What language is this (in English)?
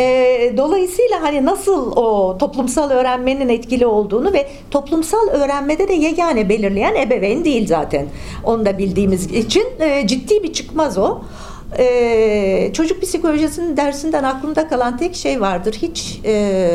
Turkish